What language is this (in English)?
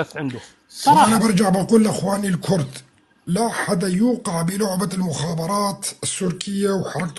North Levantine Arabic